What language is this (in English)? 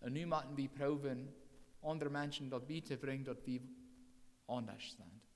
Plautdietsch